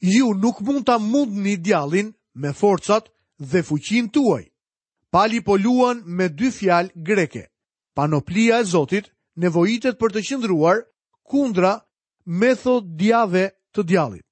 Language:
Albanian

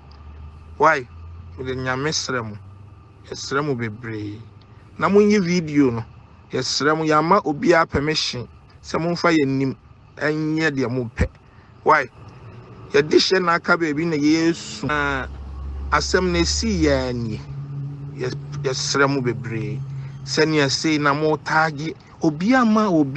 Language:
Akan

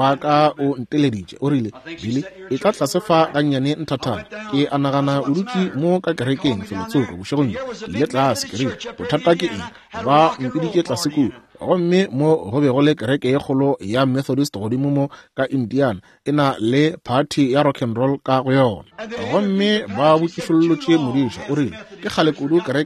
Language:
Northern Sotho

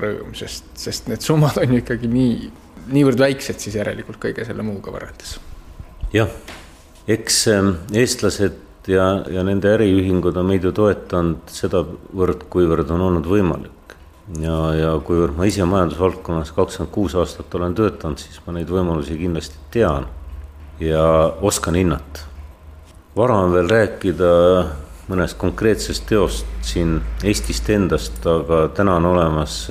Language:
Estonian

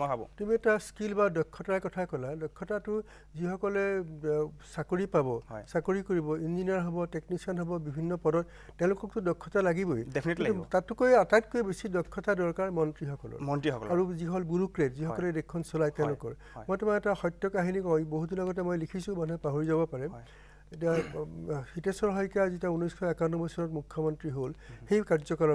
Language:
Assamese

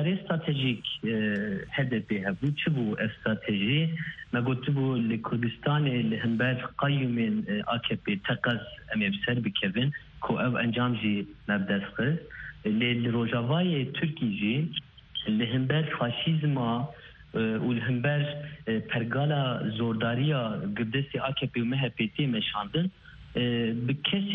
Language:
Kurdish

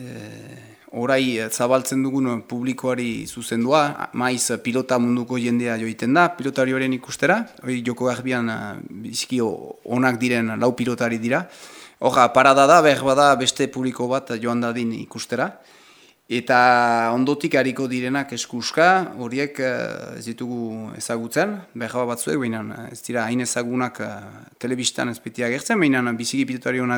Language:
Basque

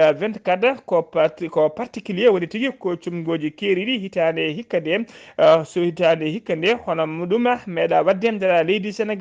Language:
Fula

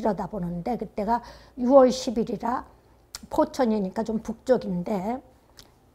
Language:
Korean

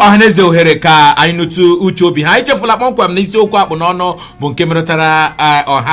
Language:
Igbo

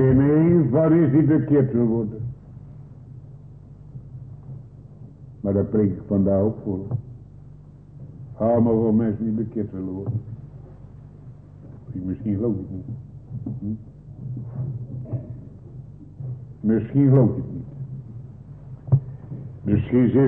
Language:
Dutch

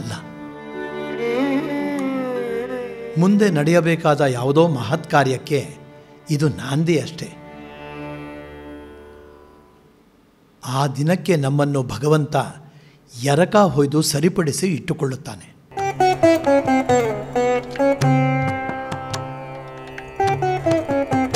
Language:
Kannada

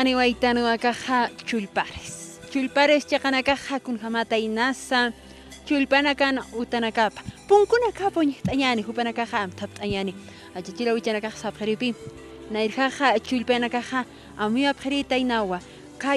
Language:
Aymara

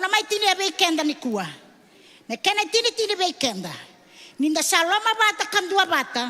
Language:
Fijian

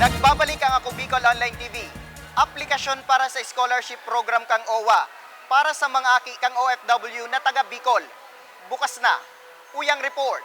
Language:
Bikol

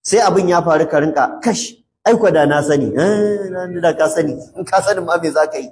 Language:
Hausa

